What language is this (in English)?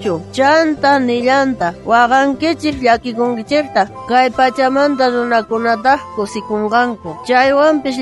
South Bolivian Quechua